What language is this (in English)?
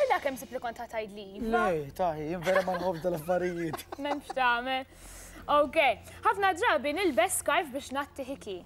Maltese